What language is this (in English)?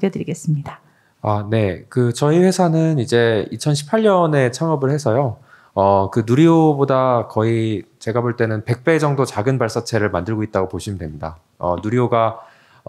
Korean